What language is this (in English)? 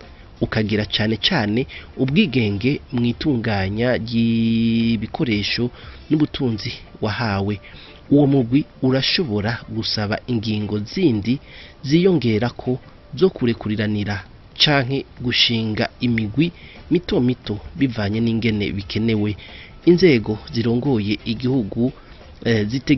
Rundi